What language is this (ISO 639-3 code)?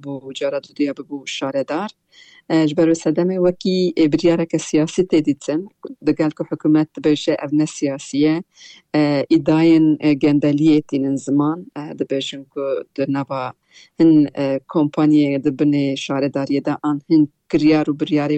kur